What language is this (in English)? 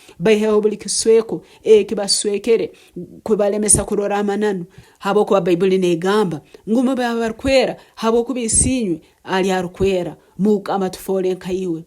Nyankole